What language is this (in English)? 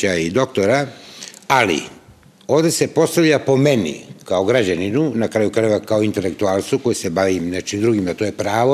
Serbian